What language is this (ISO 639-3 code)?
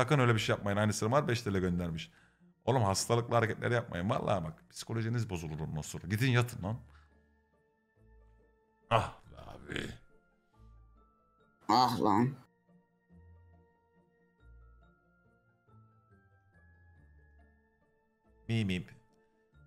tur